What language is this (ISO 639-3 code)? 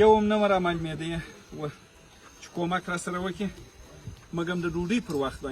pus